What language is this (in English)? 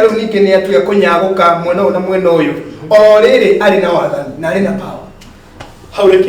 Kikuyu